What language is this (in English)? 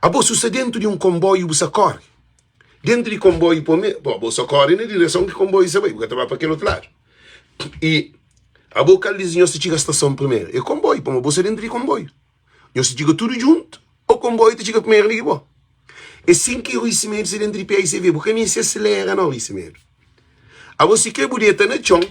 Kabuverdianu